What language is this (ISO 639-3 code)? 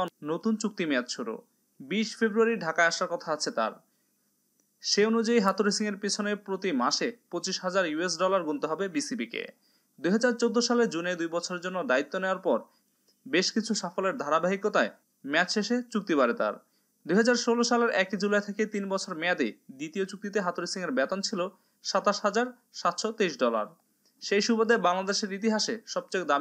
ben